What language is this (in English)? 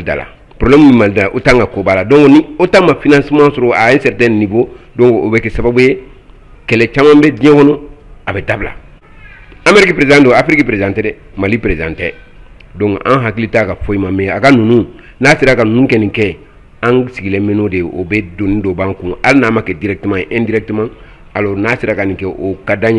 Bambara